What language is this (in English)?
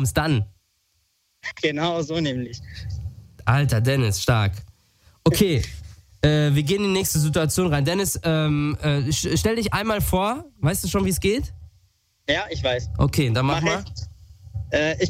German